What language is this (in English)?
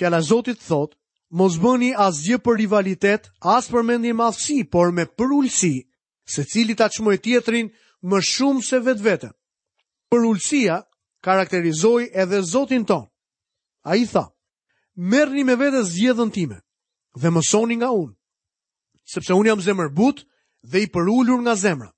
Albanian